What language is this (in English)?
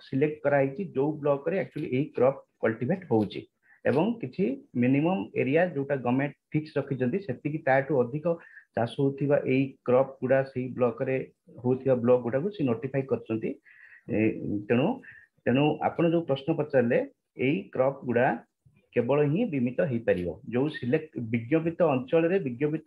Odia